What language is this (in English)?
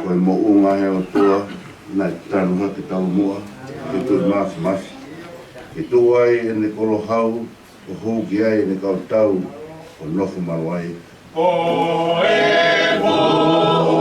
Tongan